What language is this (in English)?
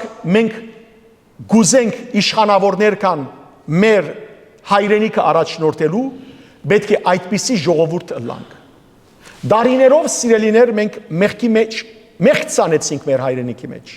Western Armenian